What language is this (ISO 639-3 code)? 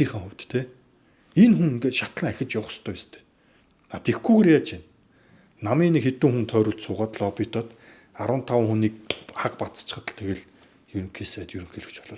mon